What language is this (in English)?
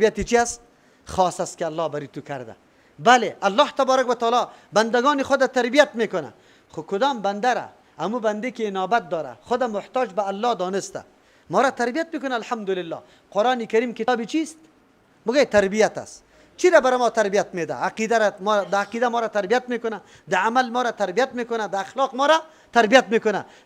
Persian